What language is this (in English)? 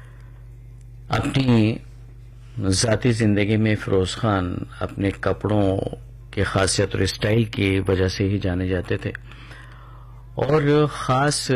Urdu